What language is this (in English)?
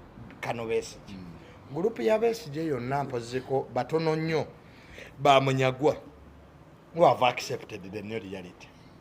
Ganda